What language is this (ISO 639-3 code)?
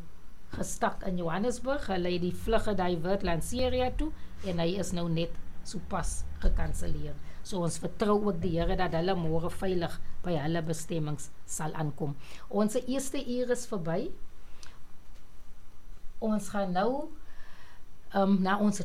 afr